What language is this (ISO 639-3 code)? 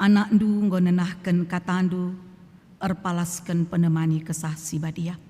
btx